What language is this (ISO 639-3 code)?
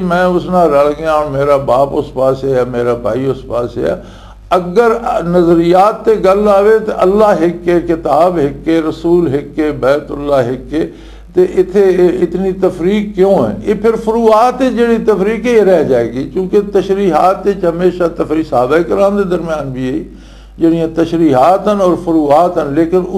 lah